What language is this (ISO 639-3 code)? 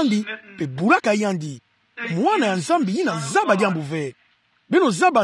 ktu